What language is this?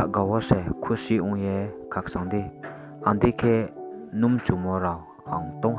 Riang (India)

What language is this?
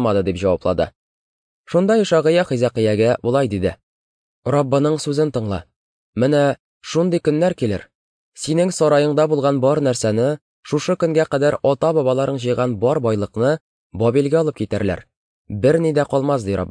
Tatar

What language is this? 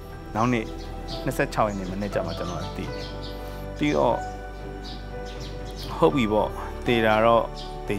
Burmese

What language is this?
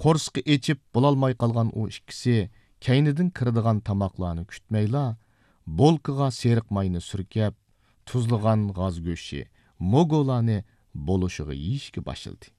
Uyghur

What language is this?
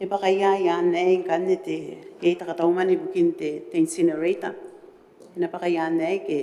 Gilbertese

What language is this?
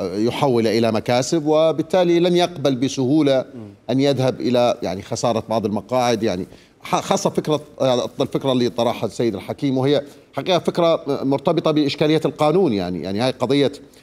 Mesopotamian Arabic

